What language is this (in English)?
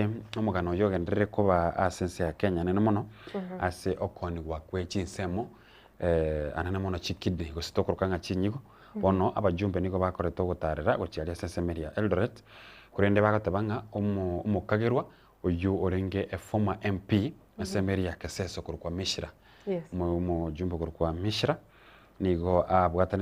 Gusii